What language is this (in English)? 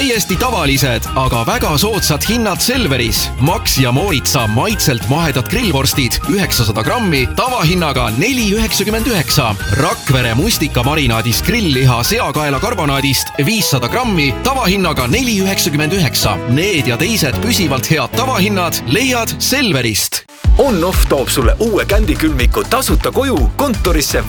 Estonian